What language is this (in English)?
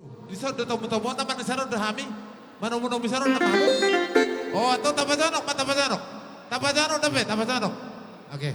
Batak Toba